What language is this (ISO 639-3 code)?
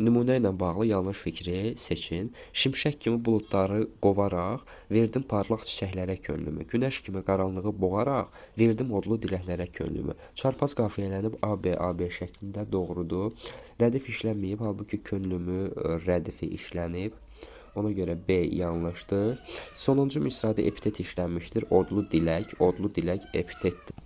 aze